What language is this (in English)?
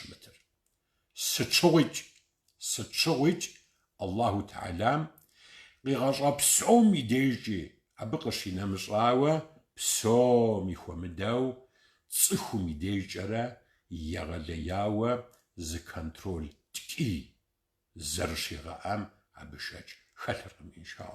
Kabardian